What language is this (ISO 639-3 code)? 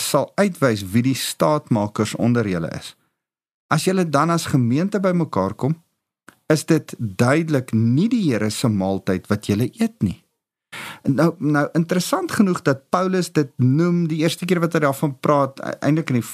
afr